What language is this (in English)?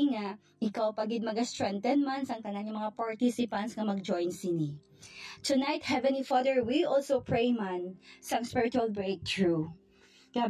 Hiligaynon